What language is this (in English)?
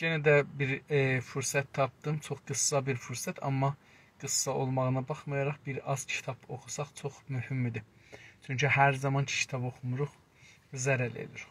South Azerbaijani